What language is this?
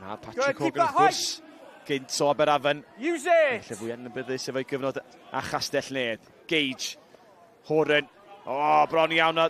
Welsh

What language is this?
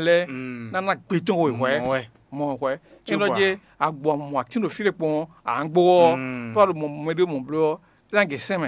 Fon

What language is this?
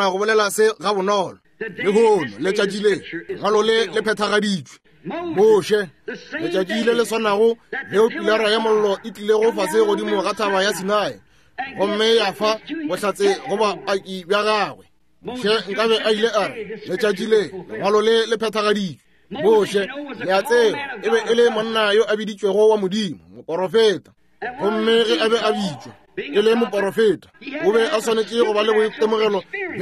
Northern Sotho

